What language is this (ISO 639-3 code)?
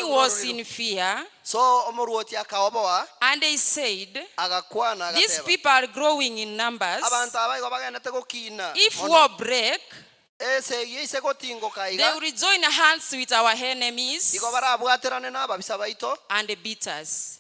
guz